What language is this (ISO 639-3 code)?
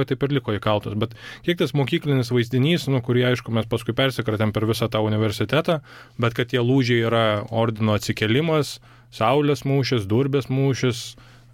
lit